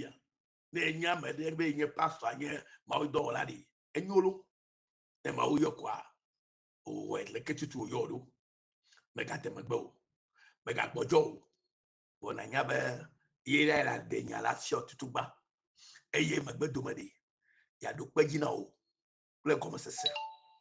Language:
Ewe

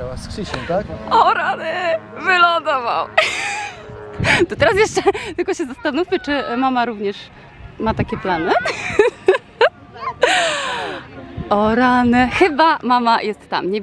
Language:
Polish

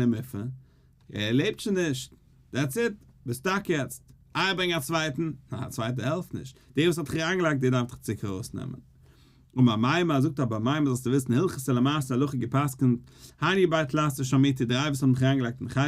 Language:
Yiddish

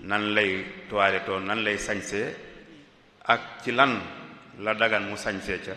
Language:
Wolof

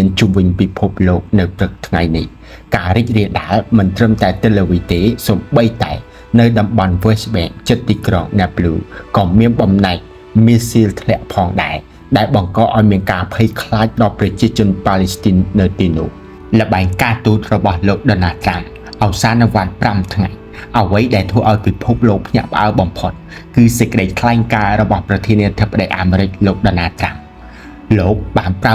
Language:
Khmer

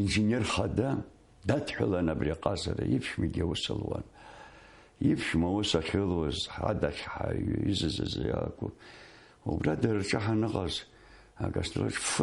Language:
Abkhazian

